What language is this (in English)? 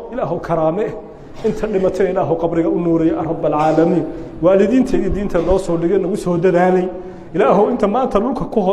Somali